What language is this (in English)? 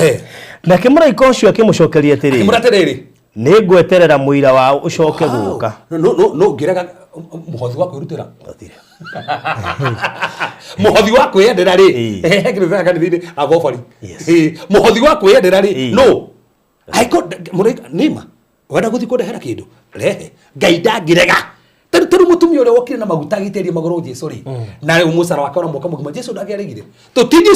Kikuyu